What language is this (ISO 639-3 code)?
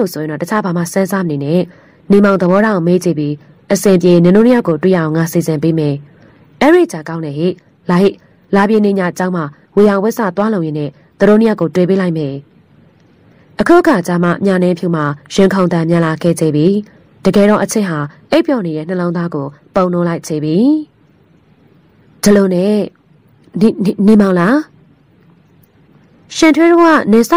mya